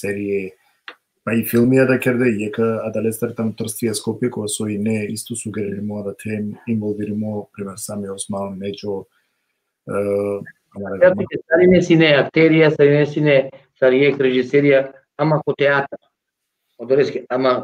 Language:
Balkan Romani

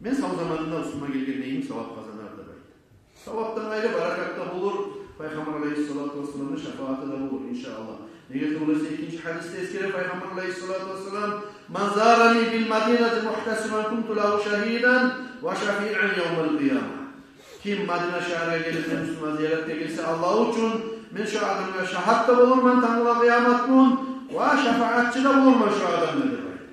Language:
Kumyk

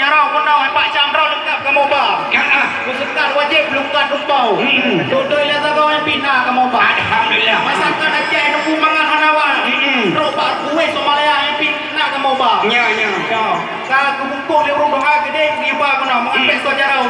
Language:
Achinese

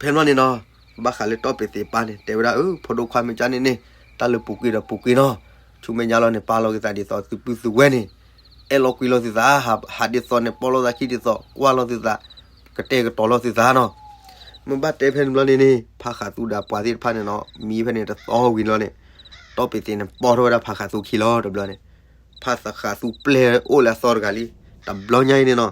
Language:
S'gaw Karen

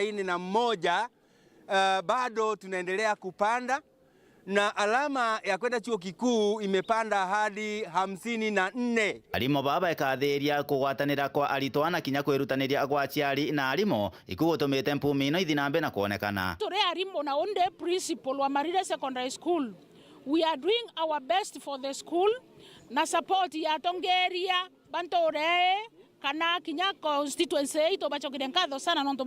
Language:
Meru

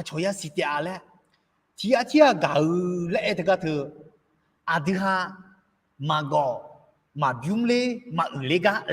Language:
Akha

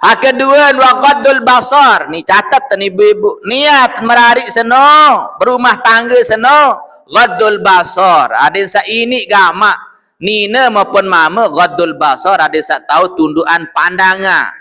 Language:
Sasak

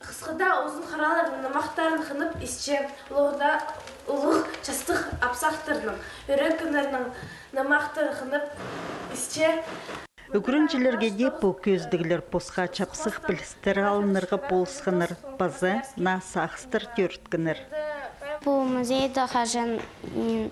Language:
Khakas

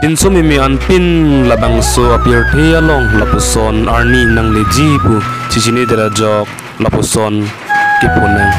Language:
Karbi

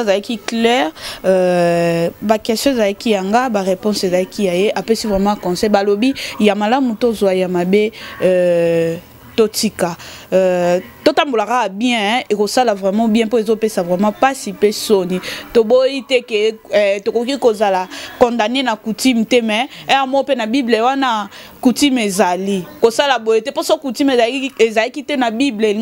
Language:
Lingala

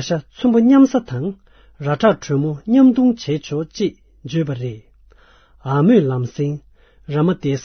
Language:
Tibetan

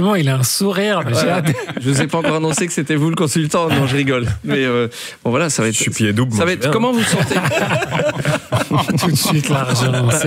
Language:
French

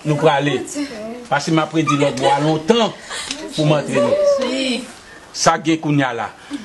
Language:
Haitian Creole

